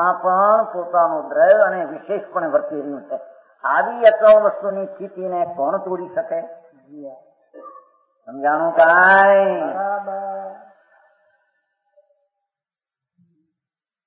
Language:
Gujarati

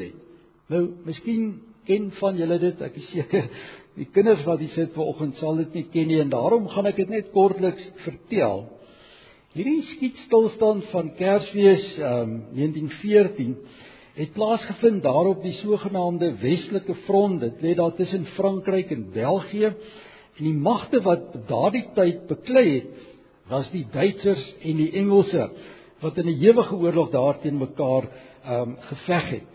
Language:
Afrikaans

